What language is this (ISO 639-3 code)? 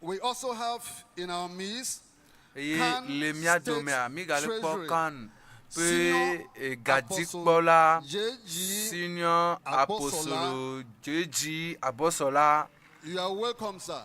ewe